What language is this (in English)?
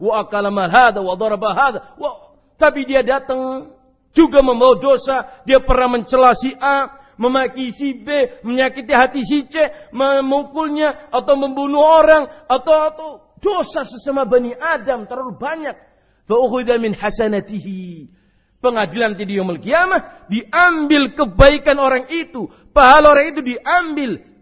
Indonesian